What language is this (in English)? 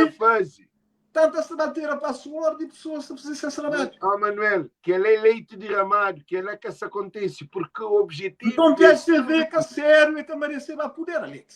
Kabuverdianu